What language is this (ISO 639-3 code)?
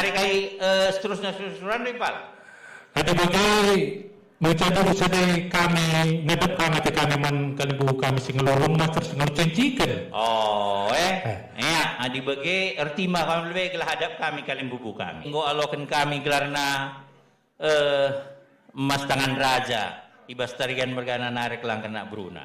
btx